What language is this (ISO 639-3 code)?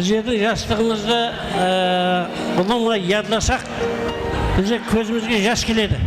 kaa